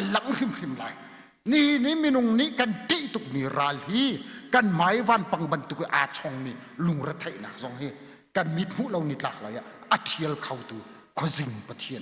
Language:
Hakha Chin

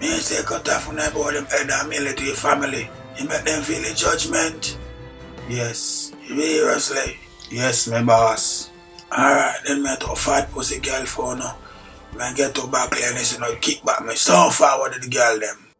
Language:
Jamaican Creole English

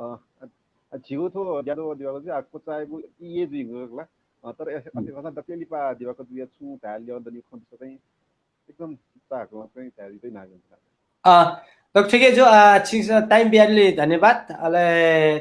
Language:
Newari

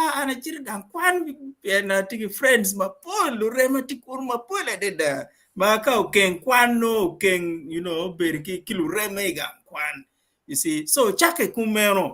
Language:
Acoli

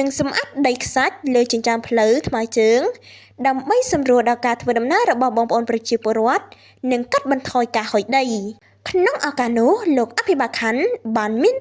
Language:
Khmer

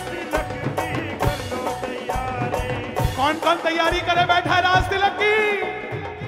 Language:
Hindi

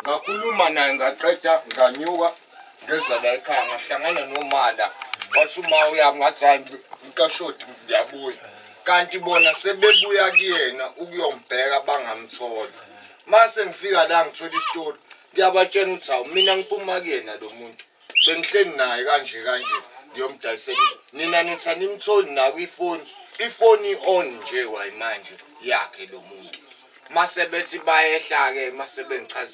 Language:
Zulu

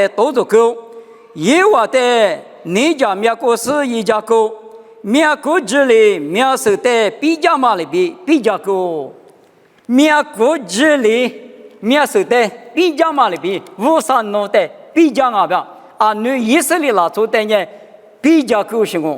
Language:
Lisu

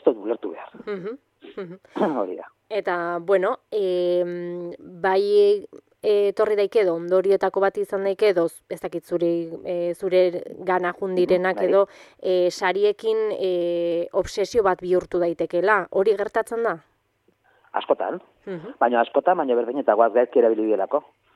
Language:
Basque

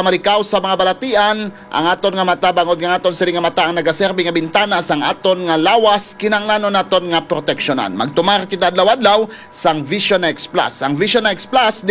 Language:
Hiligaynon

